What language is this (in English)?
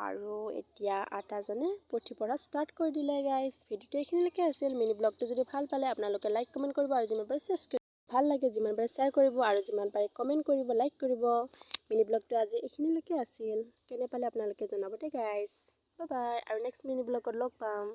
Assamese